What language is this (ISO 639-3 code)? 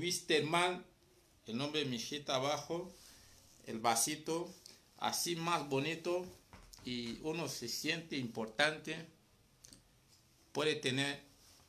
spa